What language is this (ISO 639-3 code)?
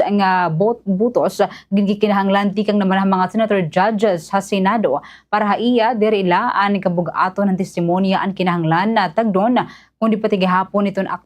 war